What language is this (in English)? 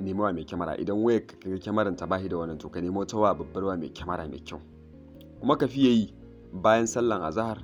Hausa